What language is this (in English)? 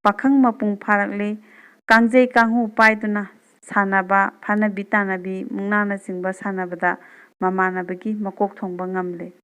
Manipuri